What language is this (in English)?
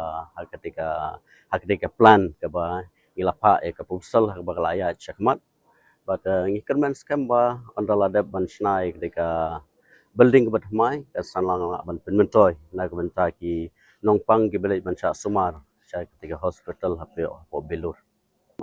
Khasi